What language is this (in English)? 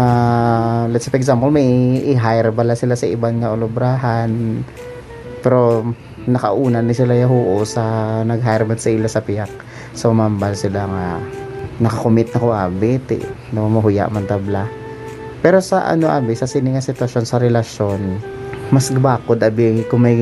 Hiligaynon